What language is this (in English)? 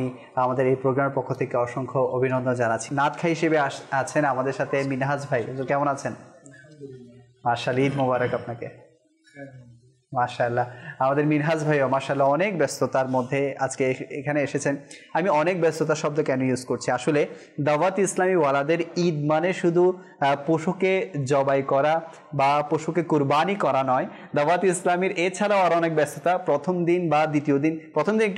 Bangla